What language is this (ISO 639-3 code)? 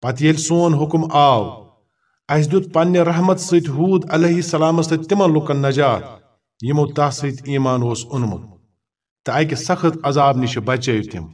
kas